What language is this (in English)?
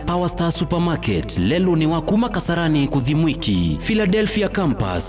Kamba